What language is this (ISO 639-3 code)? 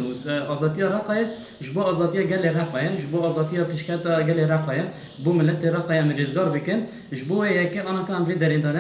kur